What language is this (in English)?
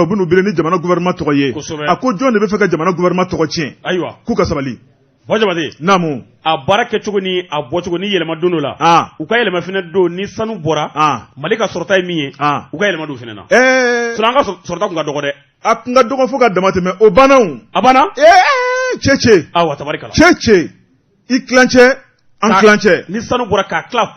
Bambara